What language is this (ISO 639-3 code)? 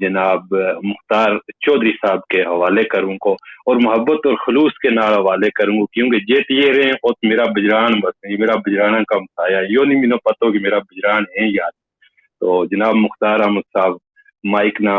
gju